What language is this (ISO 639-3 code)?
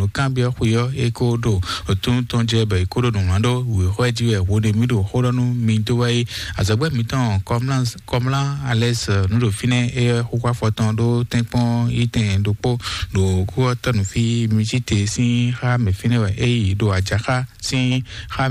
fon